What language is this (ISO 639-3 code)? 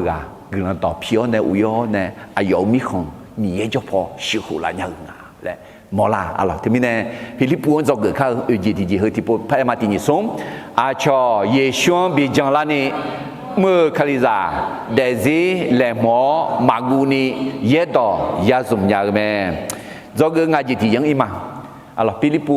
ahk